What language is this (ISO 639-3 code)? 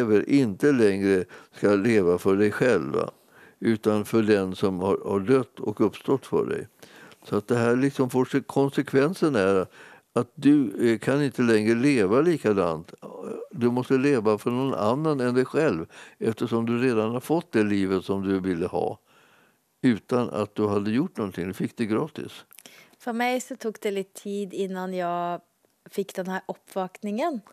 swe